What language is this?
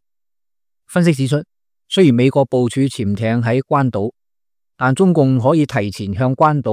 Cantonese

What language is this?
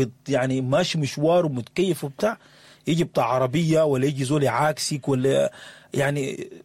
Sudanese Arabic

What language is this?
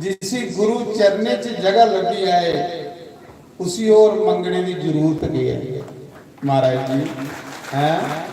Dogri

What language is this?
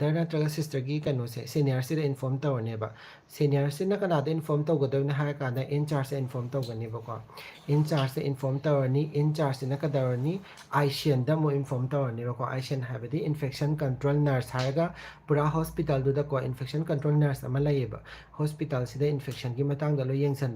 Manipuri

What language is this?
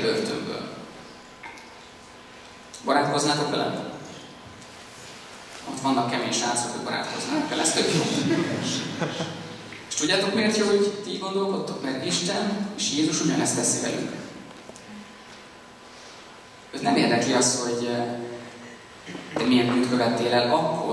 Hungarian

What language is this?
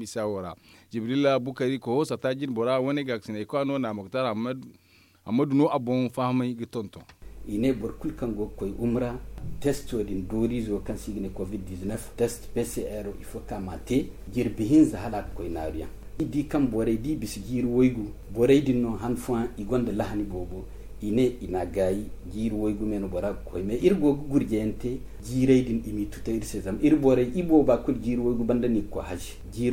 Zarma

